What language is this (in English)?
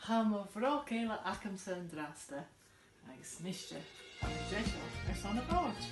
Scottish Gaelic